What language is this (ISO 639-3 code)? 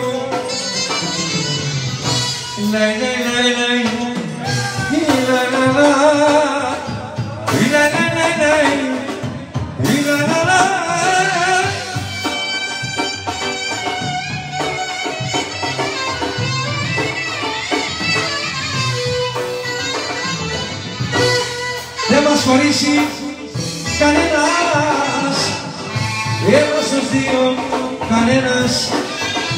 ell